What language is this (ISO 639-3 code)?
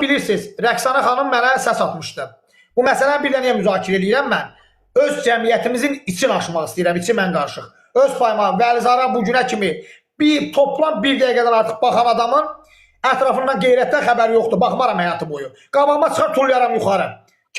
aze